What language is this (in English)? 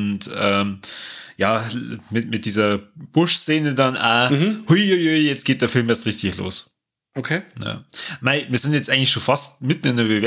Bavarian